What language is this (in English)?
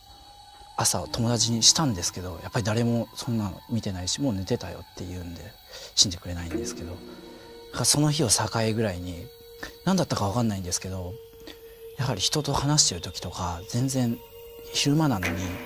Japanese